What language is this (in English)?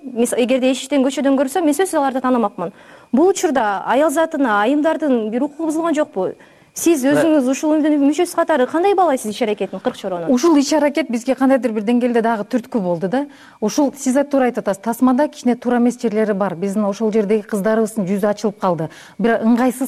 Kyrgyz